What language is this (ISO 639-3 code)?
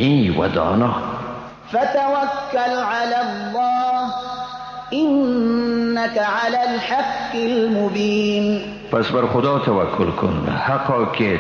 fas